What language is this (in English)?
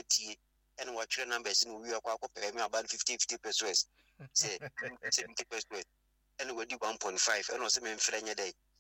Akan